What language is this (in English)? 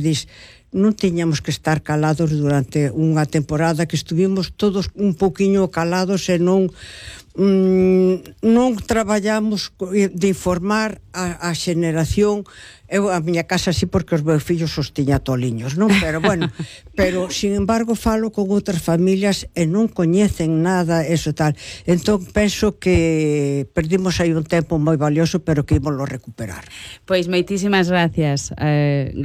Galician